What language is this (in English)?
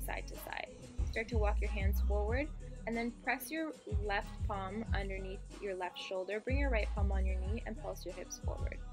English